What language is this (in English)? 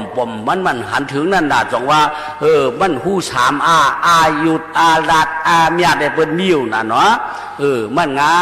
Shan